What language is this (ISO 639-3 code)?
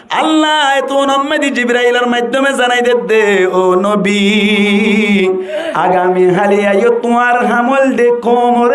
rhg